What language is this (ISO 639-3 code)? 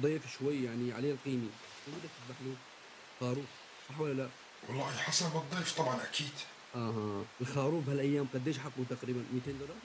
apc